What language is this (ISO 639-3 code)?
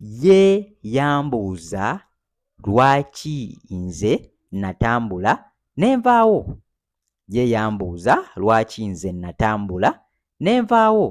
lug